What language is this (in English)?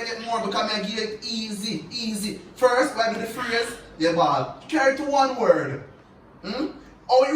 Jamaican Creole English